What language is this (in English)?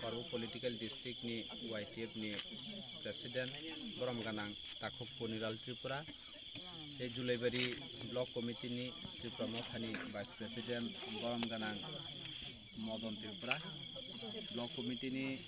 Kok Borok